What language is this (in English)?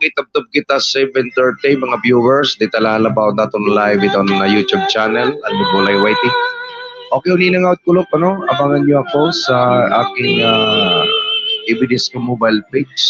Waray